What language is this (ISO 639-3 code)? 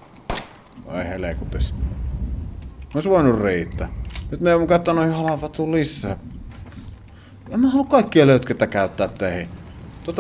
fin